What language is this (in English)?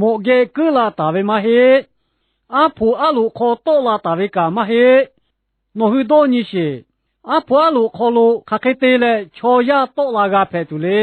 Lahu